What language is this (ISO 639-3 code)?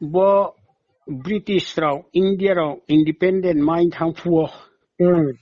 ria